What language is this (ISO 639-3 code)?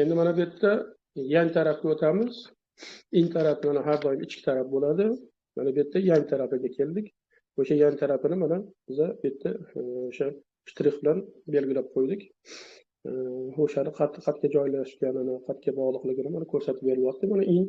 uzb